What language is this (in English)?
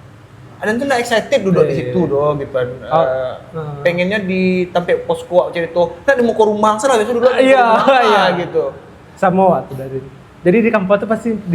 Minangkabau